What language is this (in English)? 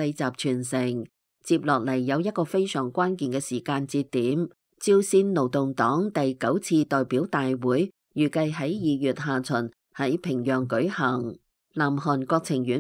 Cantonese